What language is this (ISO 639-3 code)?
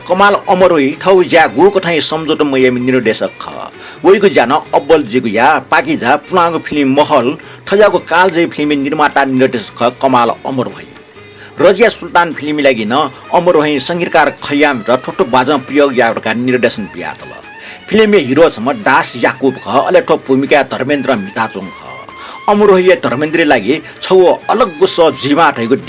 new